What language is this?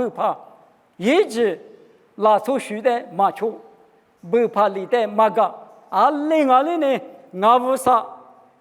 Lisu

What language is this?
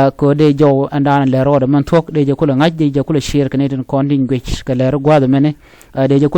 Nuer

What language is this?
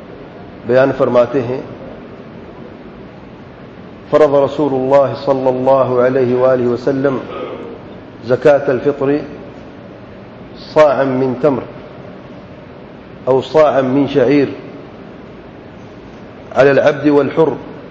Urdu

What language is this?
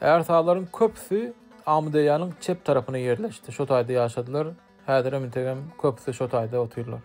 Turkmen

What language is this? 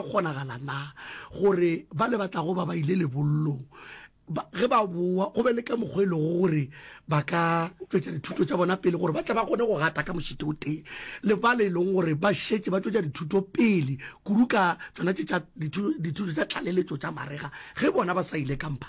Northern Sotho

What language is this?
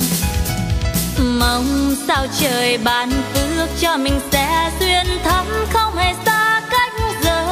Vietnamese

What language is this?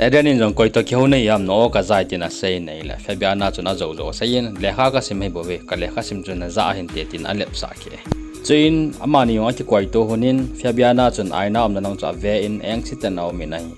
Thado Chin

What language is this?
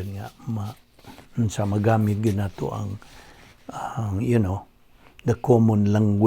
Cebuano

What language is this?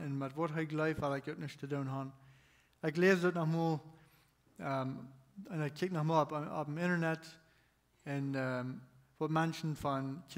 Plautdietsch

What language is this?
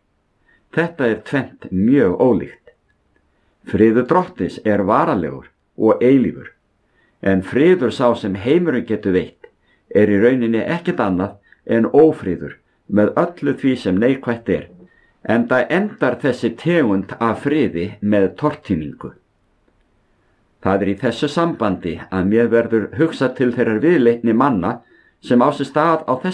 Icelandic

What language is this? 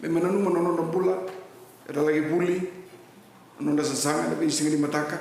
Fijian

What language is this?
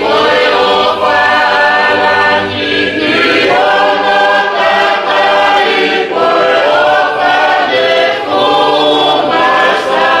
Tongan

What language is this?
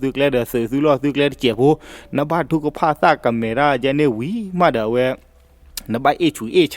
S'gaw Karen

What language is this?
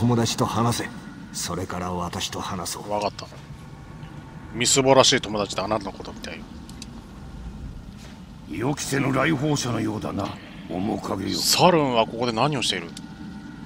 Japanese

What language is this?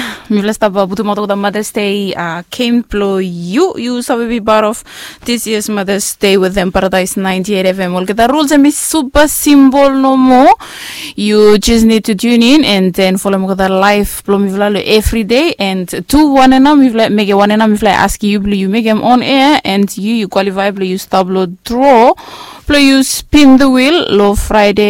Bislama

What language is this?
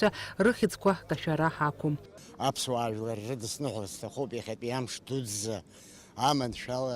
Abkhazian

